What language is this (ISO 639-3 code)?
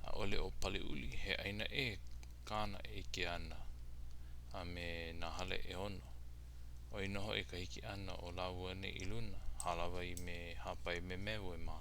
haw